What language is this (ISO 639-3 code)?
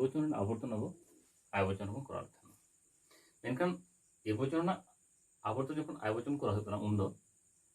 sat